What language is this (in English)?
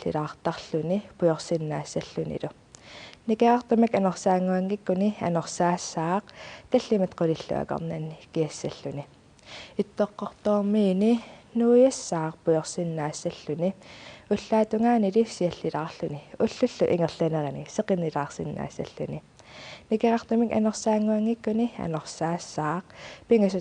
Kalaallisut